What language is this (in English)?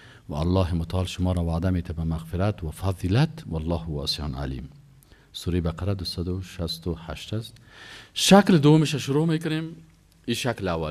Persian